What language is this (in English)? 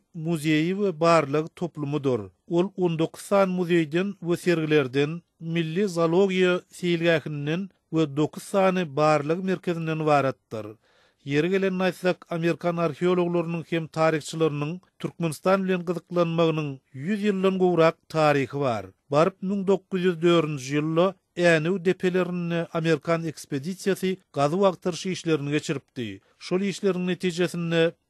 Turkmen